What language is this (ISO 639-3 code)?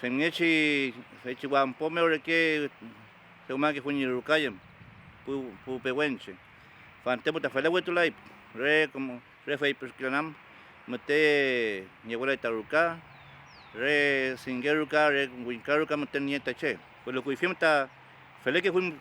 arn